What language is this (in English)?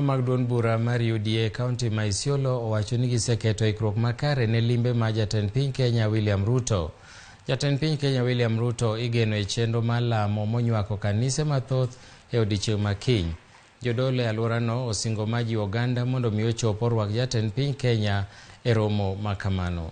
Luo (Kenya and Tanzania)